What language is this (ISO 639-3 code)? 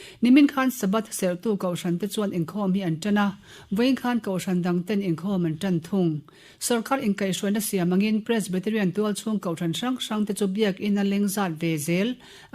lus